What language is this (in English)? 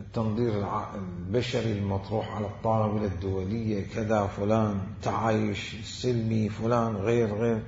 Mesopotamian Arabic